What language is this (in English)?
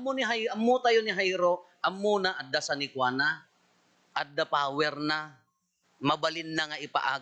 Iloko